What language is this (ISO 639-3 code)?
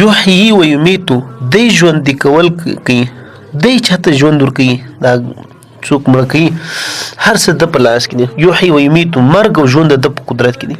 pus